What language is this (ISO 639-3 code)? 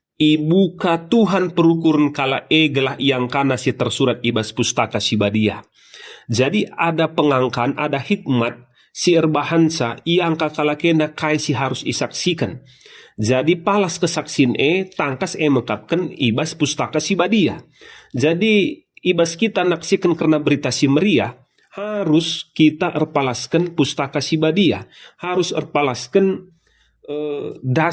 btx